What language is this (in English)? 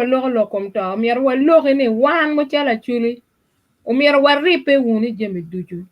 Acoli